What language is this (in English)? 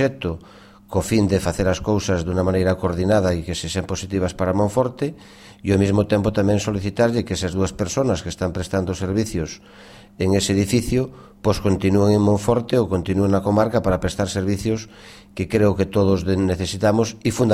Galician